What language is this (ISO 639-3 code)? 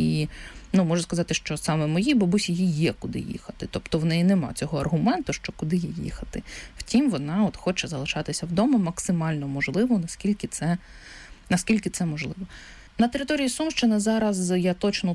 ukr